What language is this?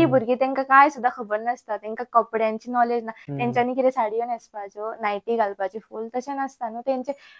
Konkani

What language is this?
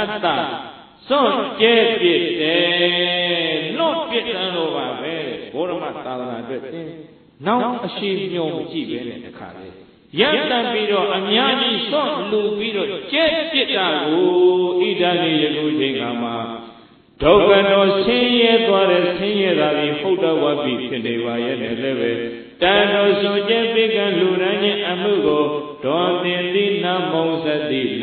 Burmese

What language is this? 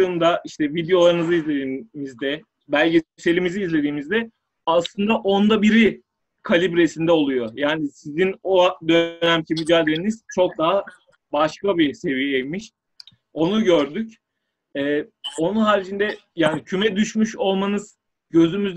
Turkish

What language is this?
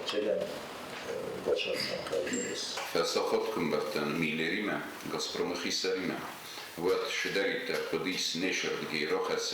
Ossetic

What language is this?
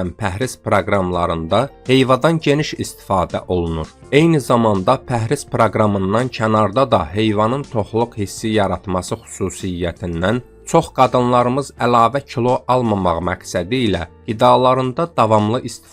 Azerbaijani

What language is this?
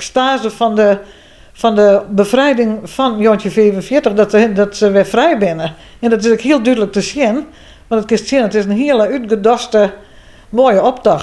Western Frisian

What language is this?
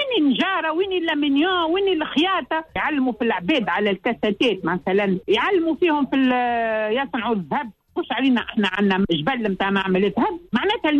Tunisian Arabic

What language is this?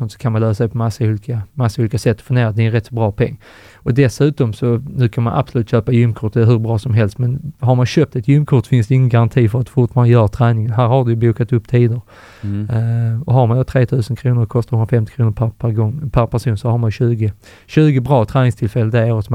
Swedish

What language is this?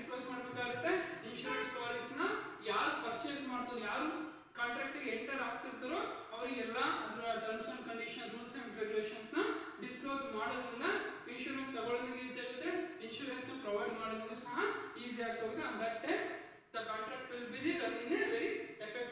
Kannada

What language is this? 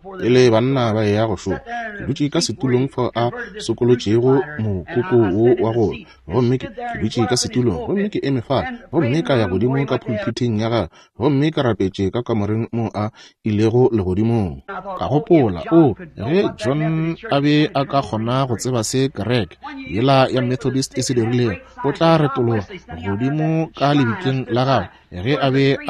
Northern Sotho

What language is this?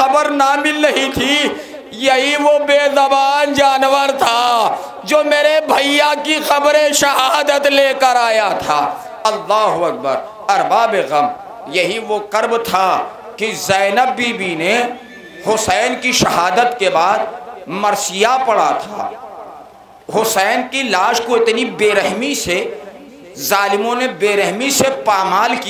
Urdu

